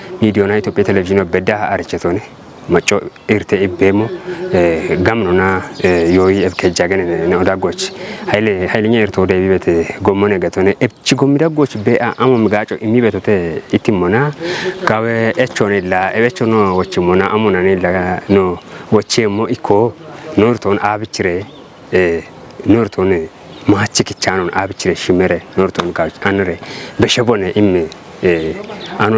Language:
Kafa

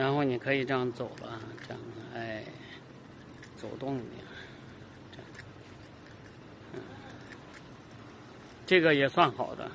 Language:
Chinese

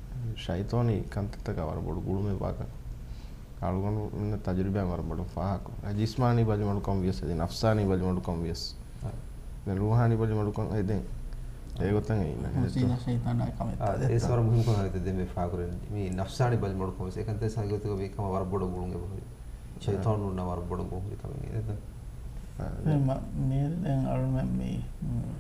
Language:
Divehi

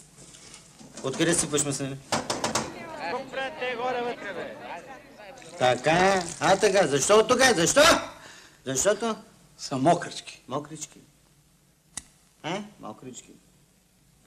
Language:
Bulgarian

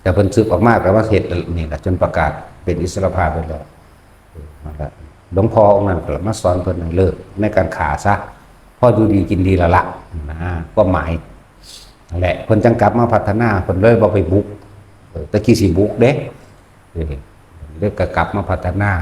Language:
Lao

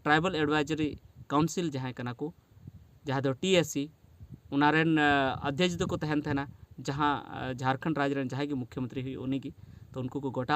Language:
Santali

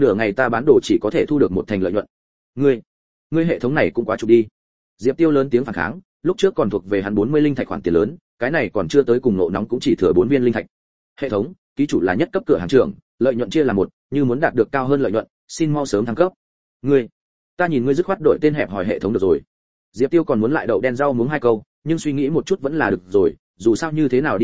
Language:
Vietnamese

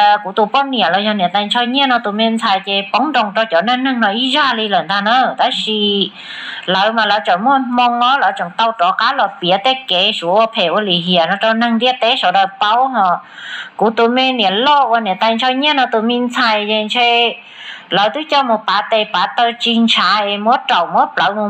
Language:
Hmong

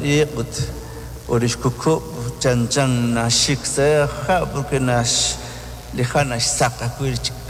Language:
Kekchí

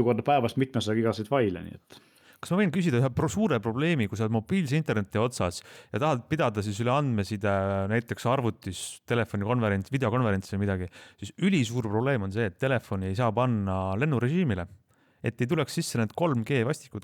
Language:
Estonian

